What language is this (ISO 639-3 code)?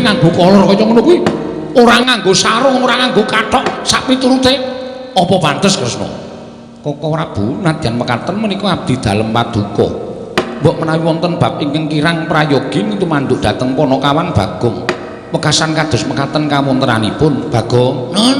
jav